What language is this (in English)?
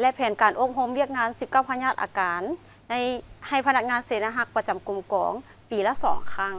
Lao